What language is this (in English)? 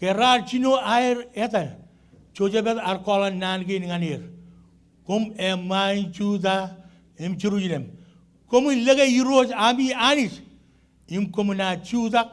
Marshallese